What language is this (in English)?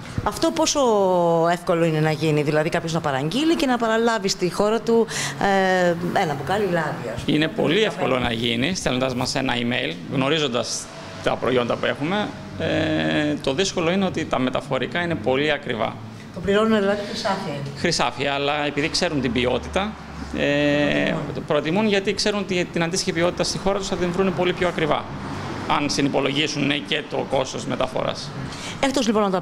Greek